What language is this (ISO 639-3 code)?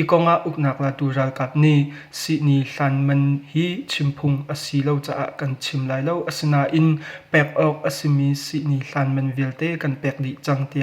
cnh